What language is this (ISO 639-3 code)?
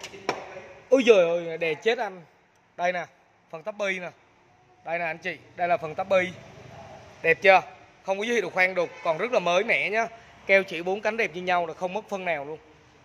vie